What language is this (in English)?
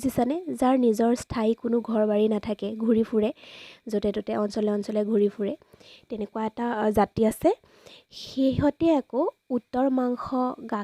Assamese